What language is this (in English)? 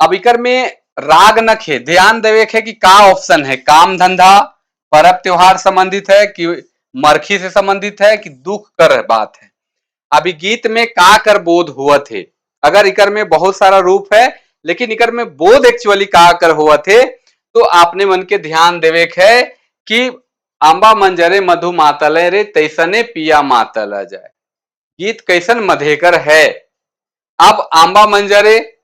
Sadri